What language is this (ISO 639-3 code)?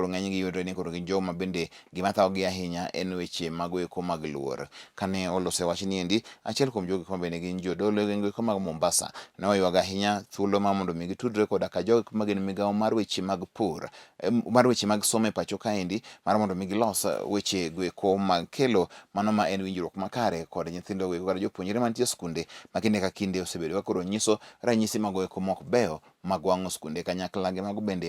luo